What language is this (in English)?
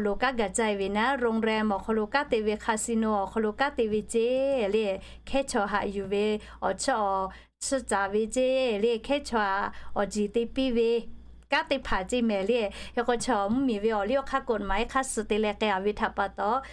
Lahu